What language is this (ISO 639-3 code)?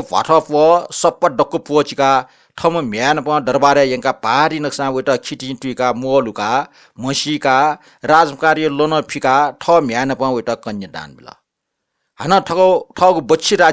new